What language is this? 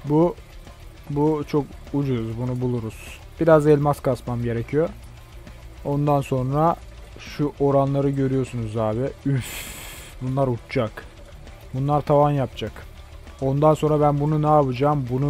Turkish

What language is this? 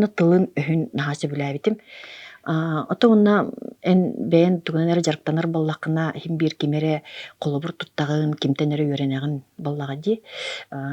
Yakut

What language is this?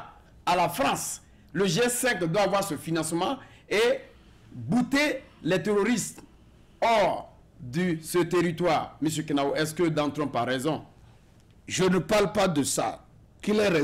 French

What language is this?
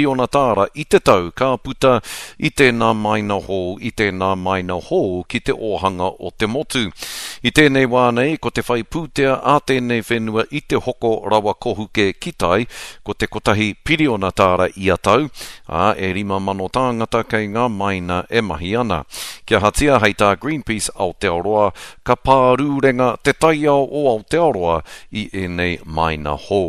Māori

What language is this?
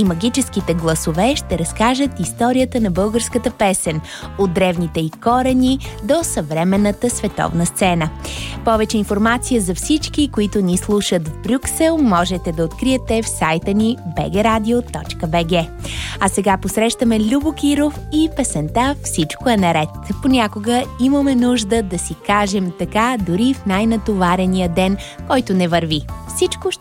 Bulgarian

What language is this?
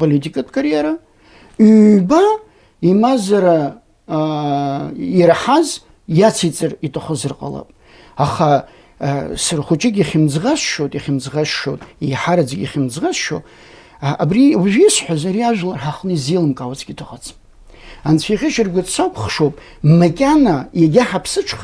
Abkhazian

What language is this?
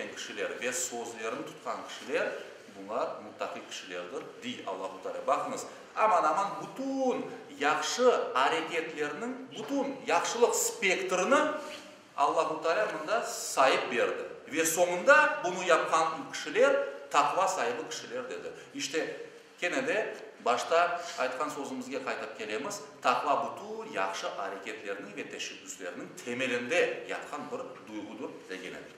Crimean Tatar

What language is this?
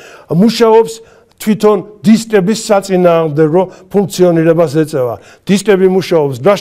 Georgian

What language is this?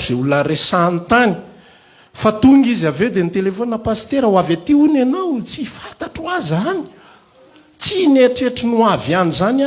Malagasy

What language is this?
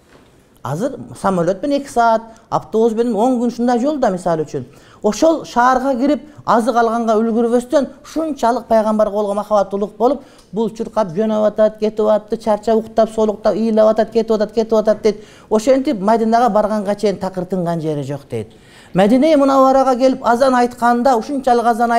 Kyrgyz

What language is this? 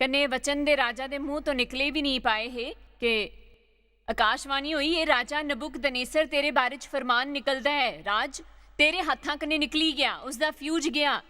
Dogri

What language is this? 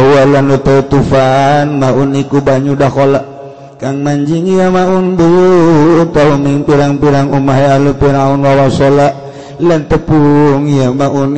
Sundanese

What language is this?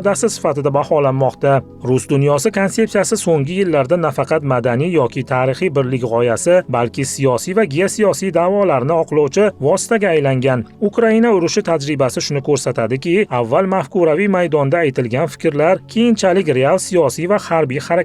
Uzbek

